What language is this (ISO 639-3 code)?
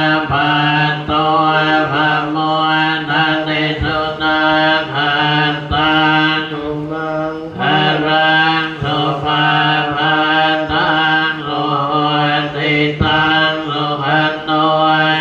pli